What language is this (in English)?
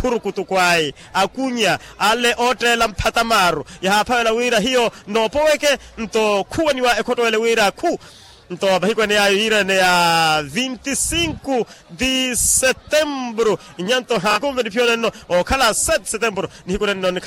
Makhuwa